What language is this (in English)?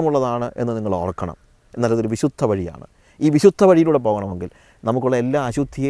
Malayalam